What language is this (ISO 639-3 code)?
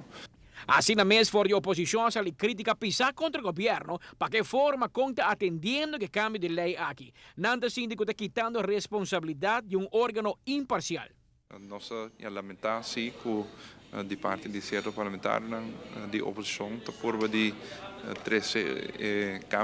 pap